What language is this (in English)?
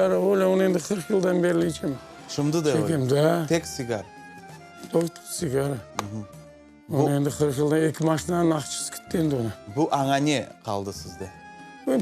Crimean Tatar